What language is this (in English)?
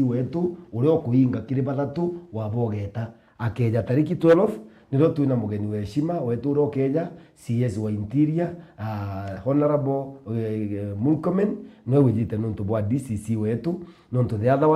Meru